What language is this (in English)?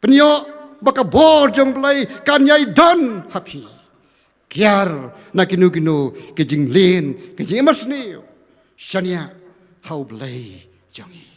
Khasi